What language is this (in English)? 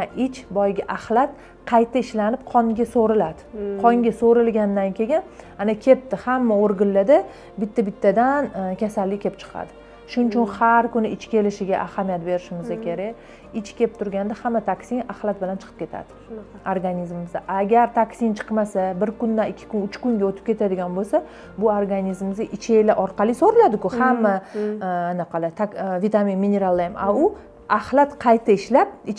Uzbek